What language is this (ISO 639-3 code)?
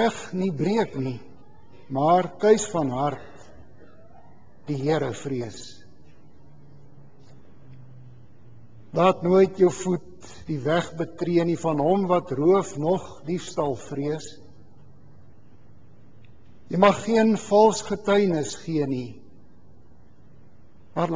afr